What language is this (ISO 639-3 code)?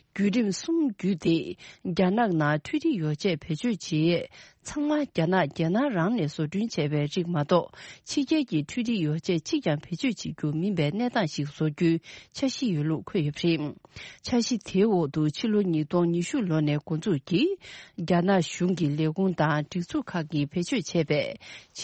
bod